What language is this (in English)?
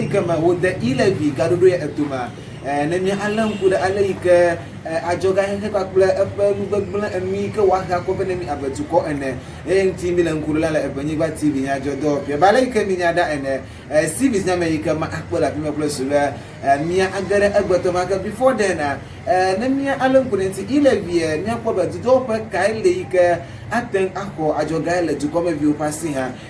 Ewe